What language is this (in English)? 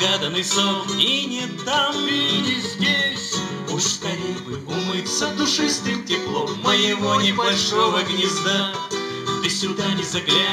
Russian